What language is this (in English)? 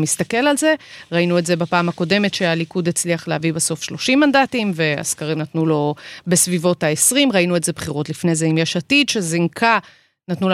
Hebrew